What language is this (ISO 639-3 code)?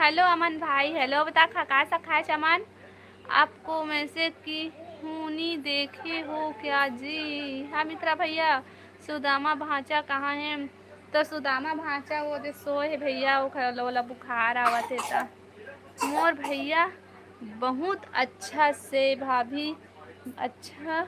hne